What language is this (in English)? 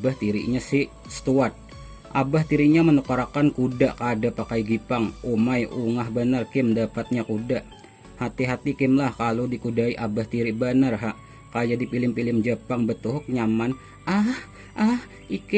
Banjar